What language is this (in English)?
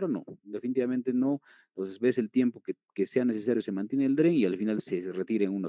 Spanish